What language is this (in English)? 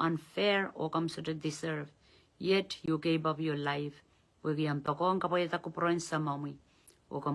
Pohnpeian